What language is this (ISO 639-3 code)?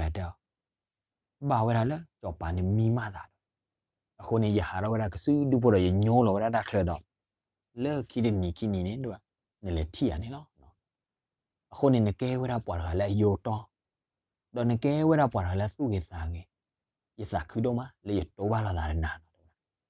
ksw